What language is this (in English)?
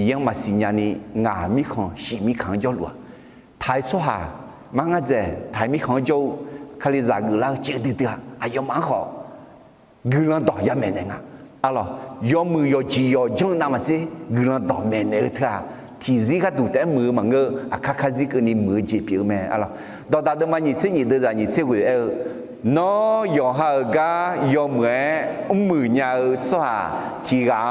Akha